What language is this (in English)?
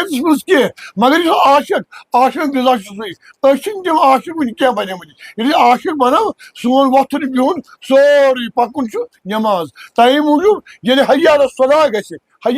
Kashmiri